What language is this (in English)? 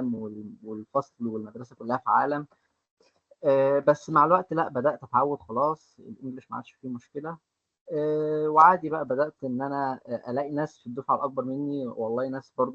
Egyptian Arabic